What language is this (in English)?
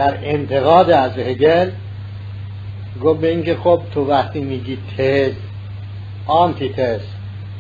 Persian